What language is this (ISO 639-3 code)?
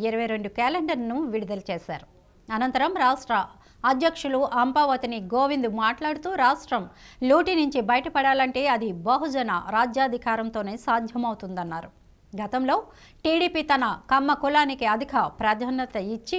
tel